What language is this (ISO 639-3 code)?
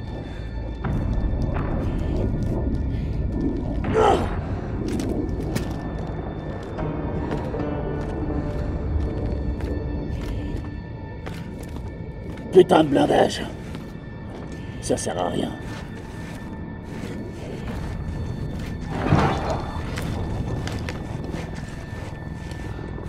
fra